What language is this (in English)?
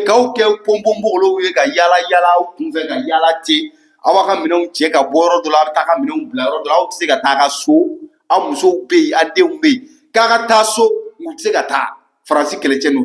Bambara